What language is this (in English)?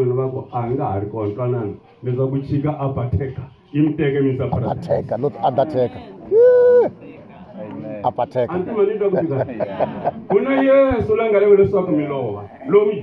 Tsonga